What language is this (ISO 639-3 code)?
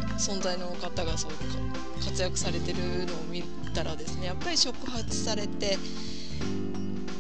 jpn